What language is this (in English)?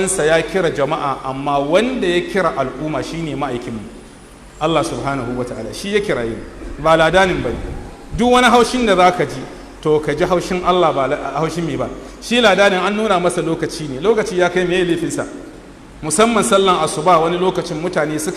Hausa